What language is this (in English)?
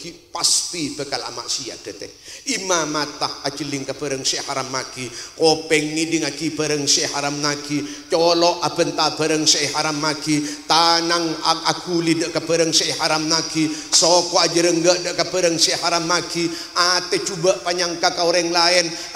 Madurese